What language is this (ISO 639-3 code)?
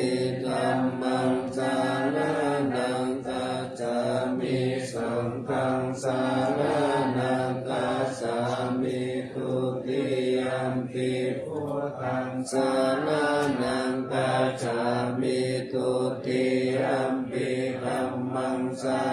pli